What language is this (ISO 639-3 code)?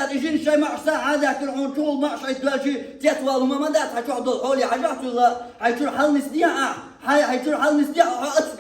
che